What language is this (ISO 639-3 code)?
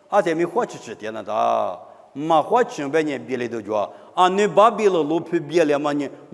lis